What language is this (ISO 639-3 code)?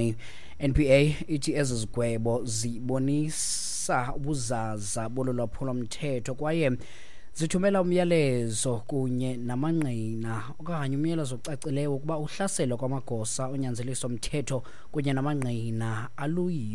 xho